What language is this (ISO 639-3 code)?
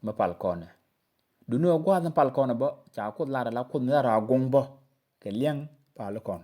nus